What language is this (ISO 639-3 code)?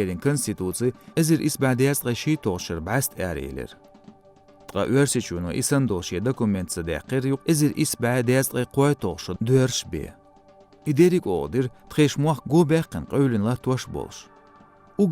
che